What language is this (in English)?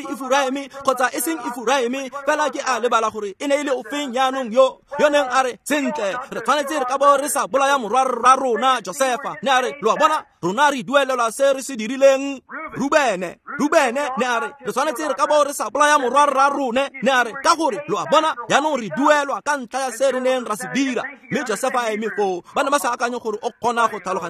Tswana